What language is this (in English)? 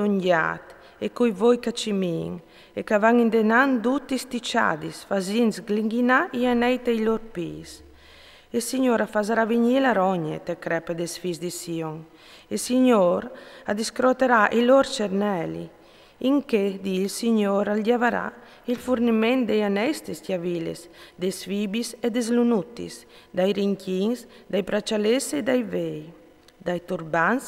Friulian